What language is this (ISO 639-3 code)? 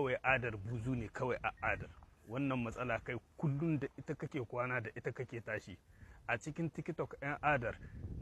hau